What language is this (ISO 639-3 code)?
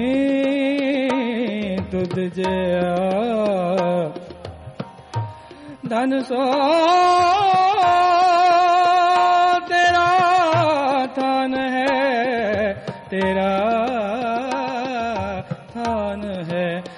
pan